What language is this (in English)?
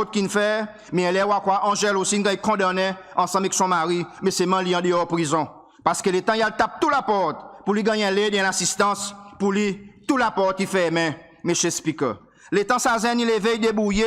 Seselwa Creole French